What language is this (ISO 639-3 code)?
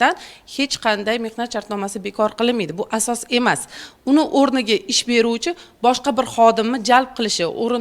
uzb